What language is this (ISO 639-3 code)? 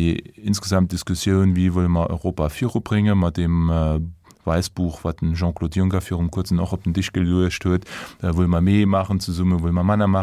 ltz